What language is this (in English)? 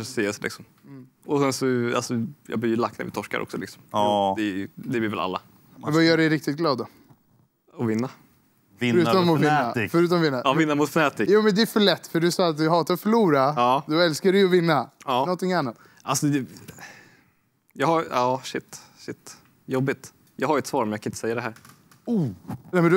Swedish